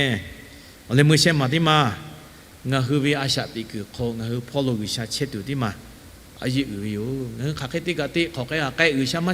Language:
Lahu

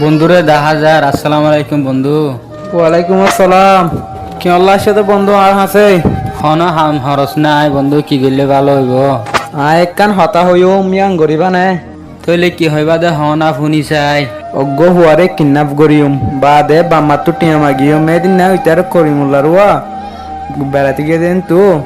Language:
Rohingya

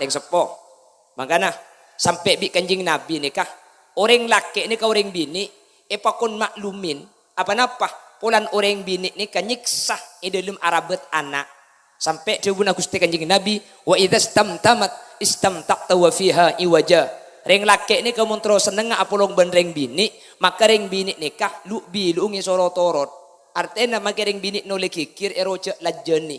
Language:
Madurese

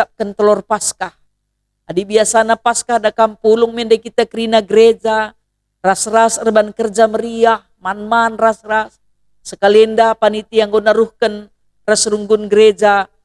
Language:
Batak Karo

